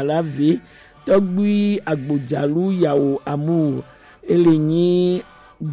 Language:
Gen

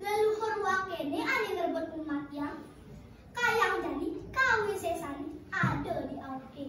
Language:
Balinese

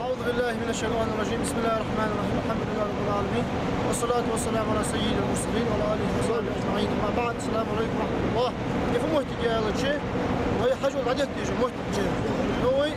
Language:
Ingush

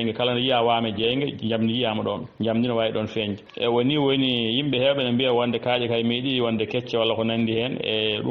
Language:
Fula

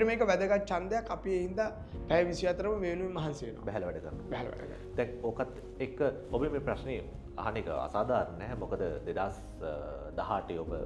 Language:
Sinhala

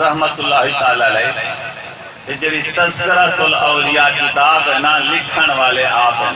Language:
Saraiki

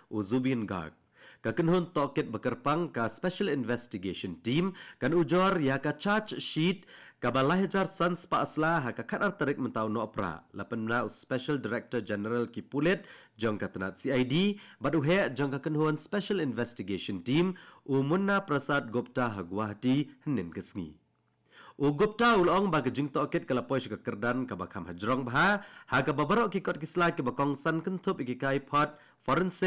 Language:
Khasi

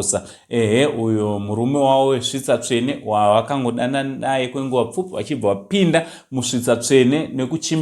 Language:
Shona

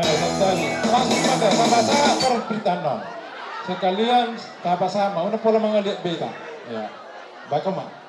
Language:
Batak Toba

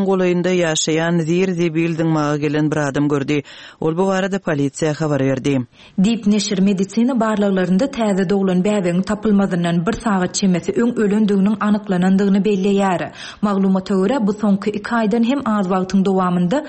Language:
Turkmen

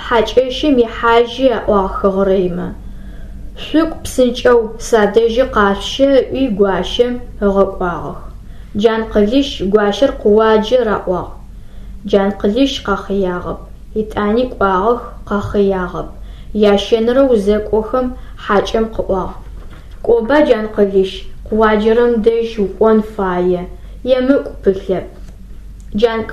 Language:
Adyghe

